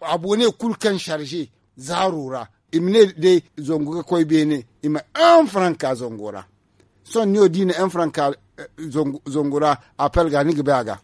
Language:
Zarma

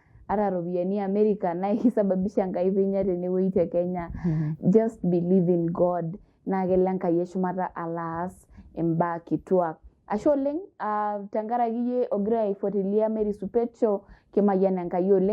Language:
Masai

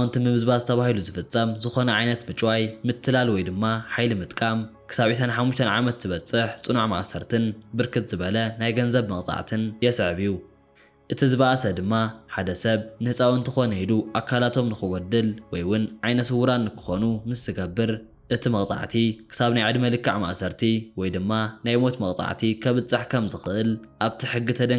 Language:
Tigrinya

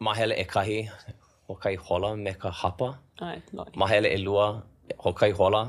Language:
Hawaiian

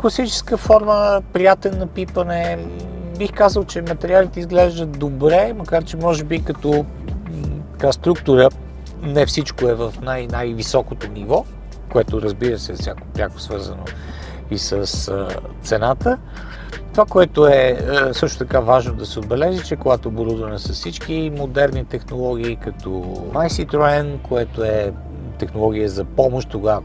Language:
Bulgarian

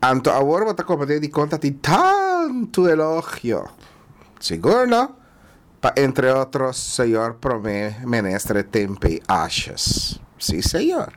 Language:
Papiamento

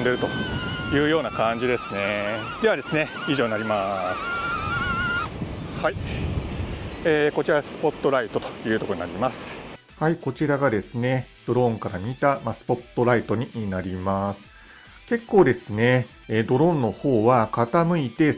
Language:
Japanese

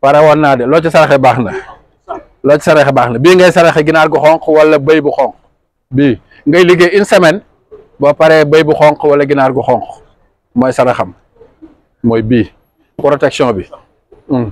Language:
Wolof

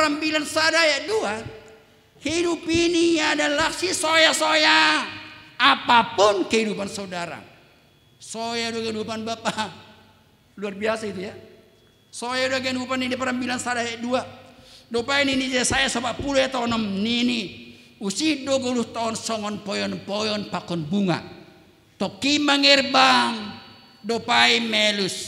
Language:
Batak Simalungun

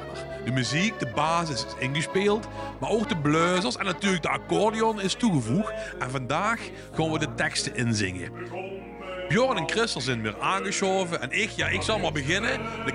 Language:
Limburgish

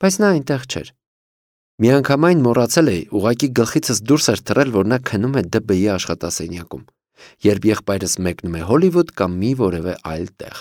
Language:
Armenian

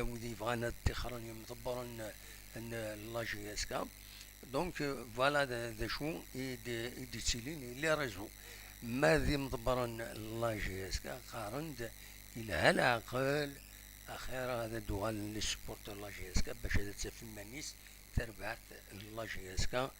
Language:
Kabyle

